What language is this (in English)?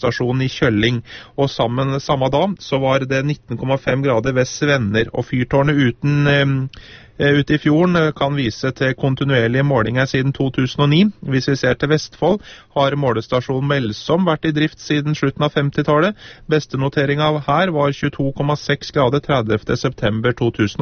Norwegian